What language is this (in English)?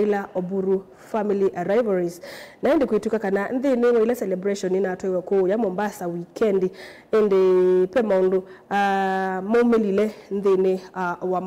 Kamba